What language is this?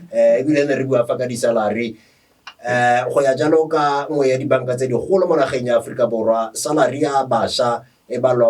Tswana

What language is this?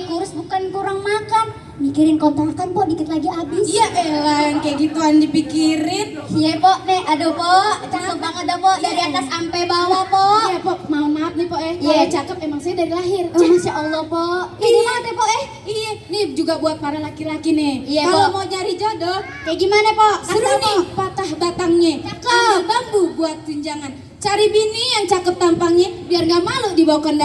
Betawi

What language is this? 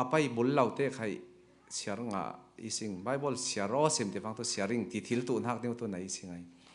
Falam Chin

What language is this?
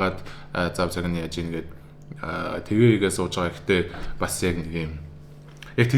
Mongolian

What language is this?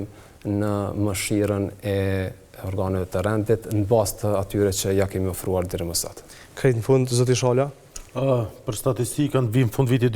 Albanian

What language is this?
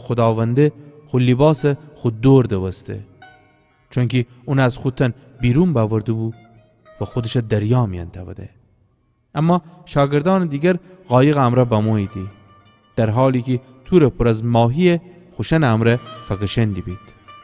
Gilaki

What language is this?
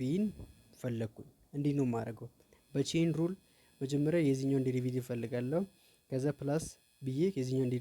Amharic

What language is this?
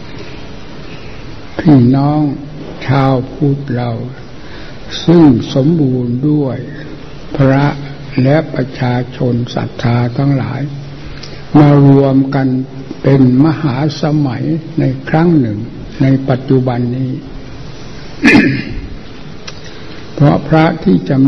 Thai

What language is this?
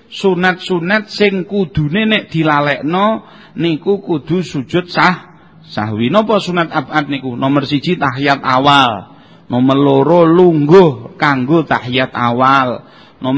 Javanese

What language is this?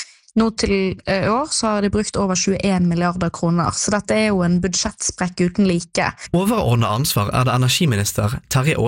Norwegian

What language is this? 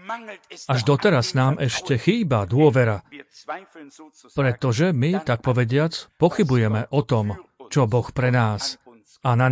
Slovak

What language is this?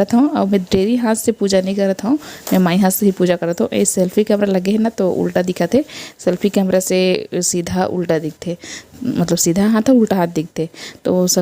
Chhattisgarhi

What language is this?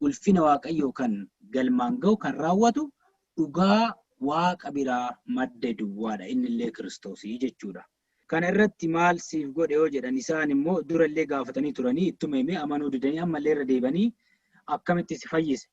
Oromo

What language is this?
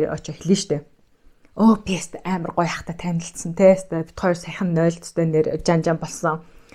Mongolian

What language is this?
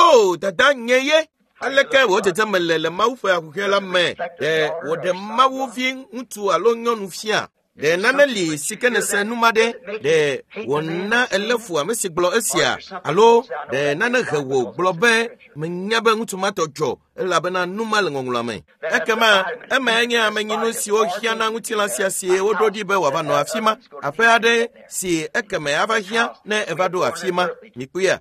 Ewe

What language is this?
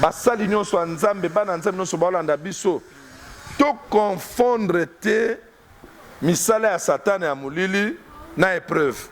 Lingala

